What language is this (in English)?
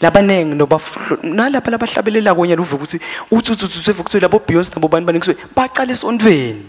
Swati